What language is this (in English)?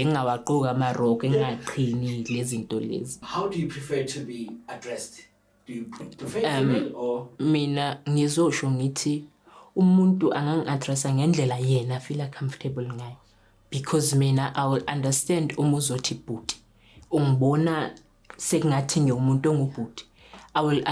Zulu